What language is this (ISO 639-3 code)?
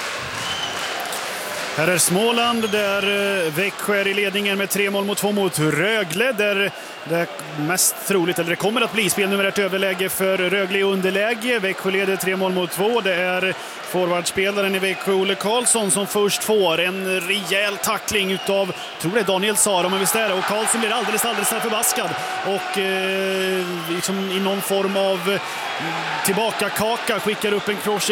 swe